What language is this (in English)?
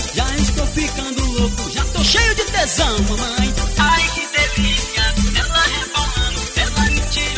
Portuguese